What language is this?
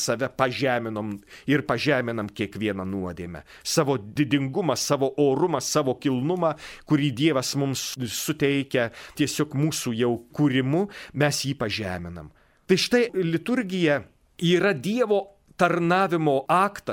Lithuanian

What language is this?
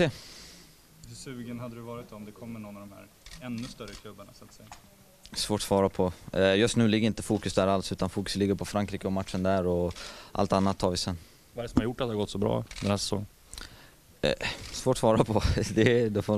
Swedish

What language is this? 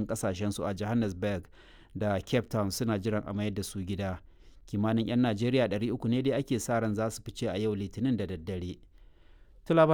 Hausa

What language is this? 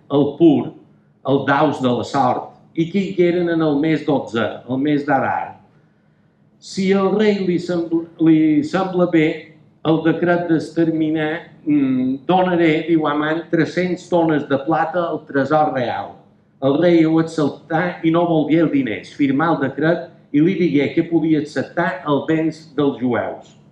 Catalan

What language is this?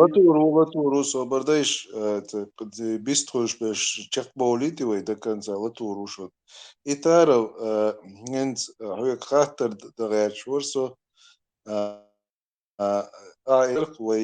Chechen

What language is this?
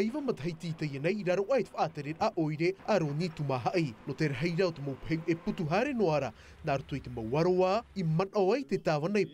Tahitian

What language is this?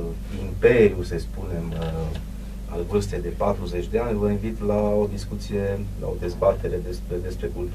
Romanian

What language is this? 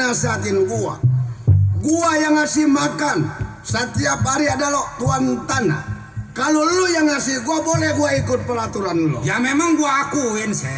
Betawi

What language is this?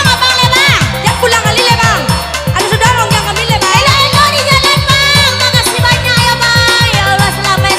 Minangkabau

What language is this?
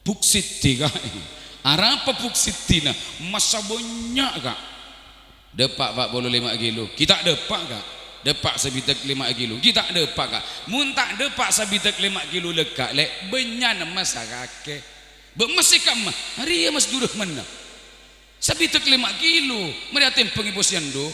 Madurese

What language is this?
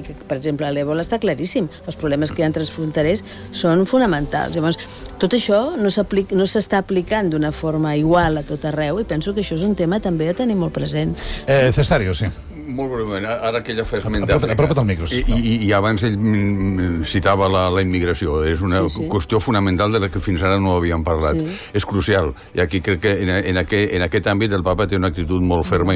Catalan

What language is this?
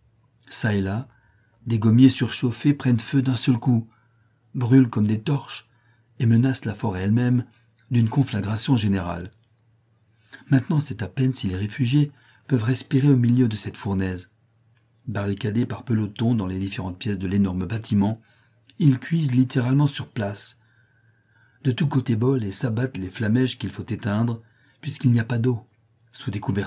French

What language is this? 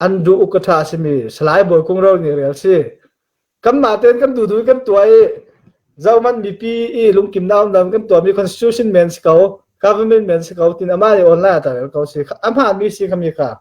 Falam Chin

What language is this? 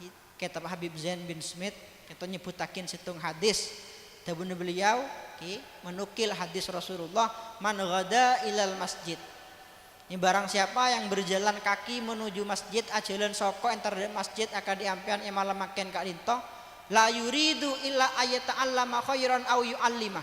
Madurese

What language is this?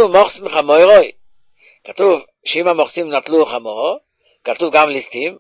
Hebrew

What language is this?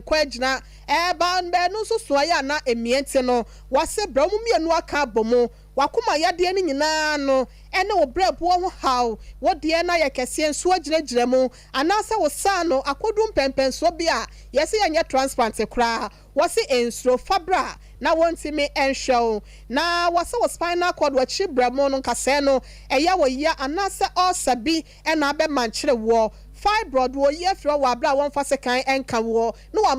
Akan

